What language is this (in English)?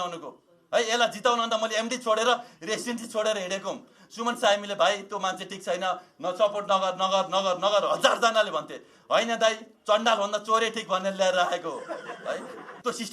Nepali